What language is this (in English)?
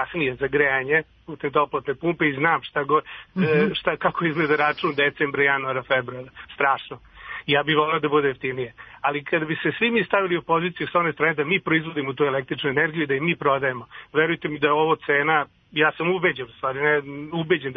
Serbian